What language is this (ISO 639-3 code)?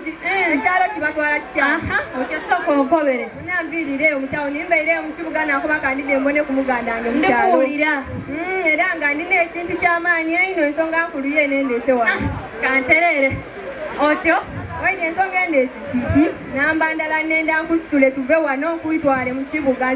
xog